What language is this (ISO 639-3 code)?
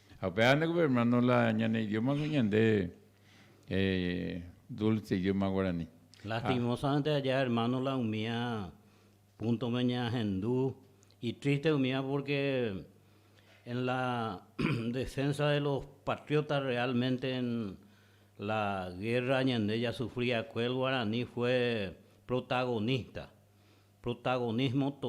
grn